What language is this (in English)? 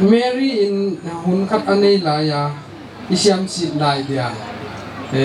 Paite Chin